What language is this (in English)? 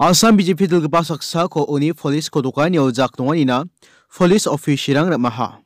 Garo